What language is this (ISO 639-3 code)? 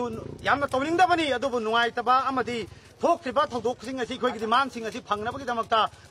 mni